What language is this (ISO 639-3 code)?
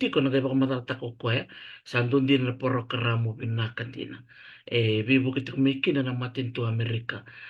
fij